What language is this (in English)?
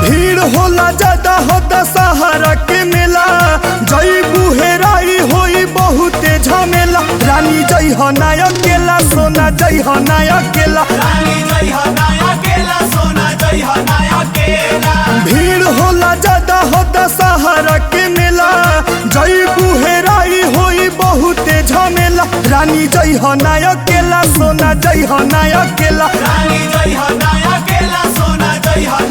Bhojpuri